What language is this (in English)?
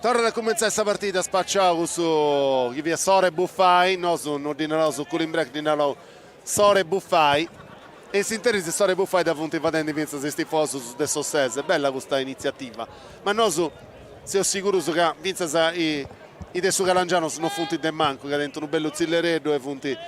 Sardinian